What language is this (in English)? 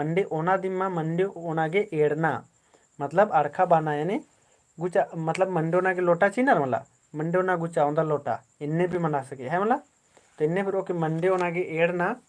Kurukh